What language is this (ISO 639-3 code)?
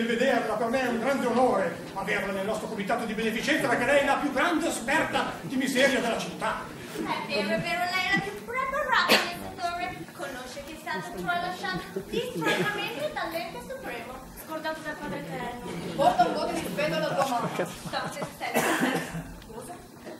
ita